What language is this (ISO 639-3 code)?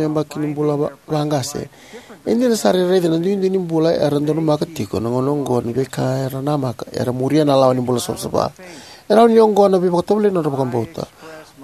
fij